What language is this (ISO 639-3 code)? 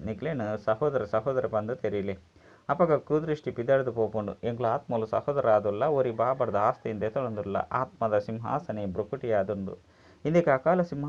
tcy